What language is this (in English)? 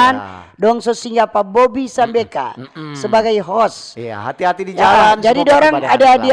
Manado Malay